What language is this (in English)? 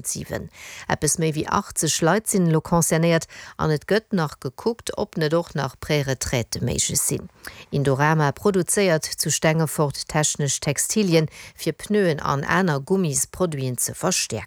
Luxembourgish